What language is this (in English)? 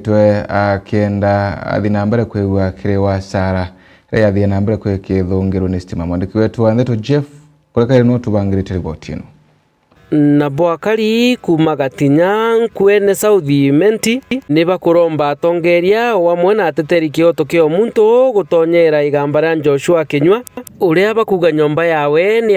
Meru